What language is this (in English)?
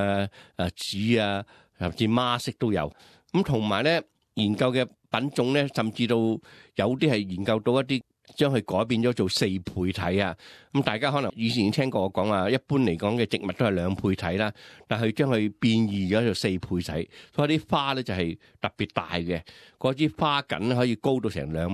Cantonese